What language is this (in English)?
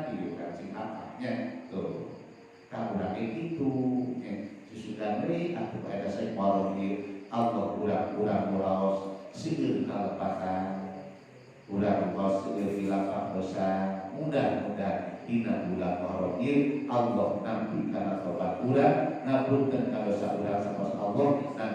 Sundanese